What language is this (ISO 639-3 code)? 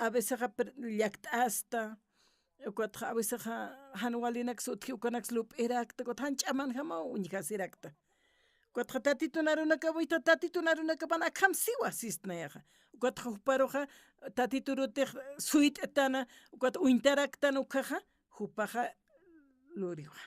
aym